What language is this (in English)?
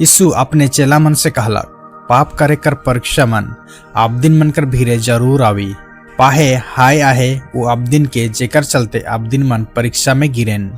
Sadri